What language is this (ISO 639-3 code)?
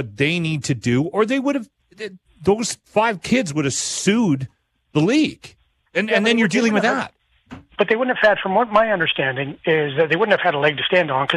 eng